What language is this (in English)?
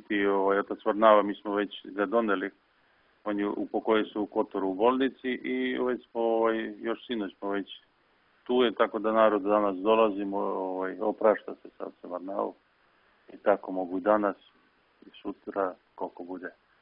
Serbian